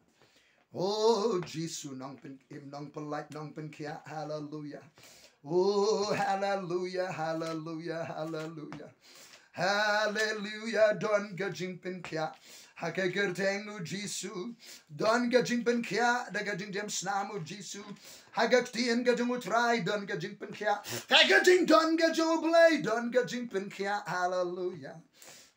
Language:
Khasi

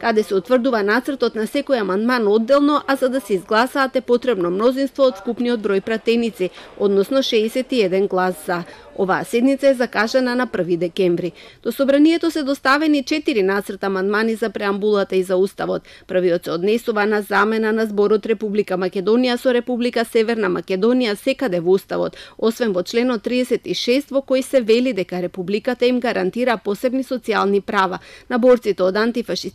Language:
Macedonian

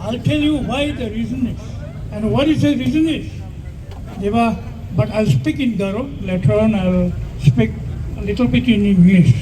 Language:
Khasi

